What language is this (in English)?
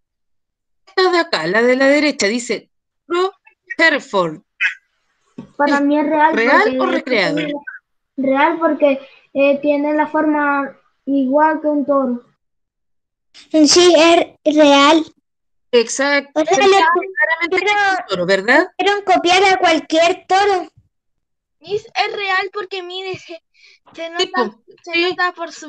Spanish